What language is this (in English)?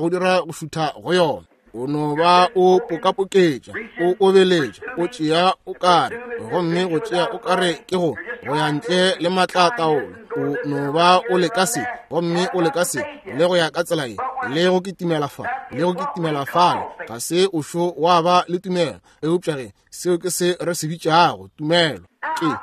Northern Sotho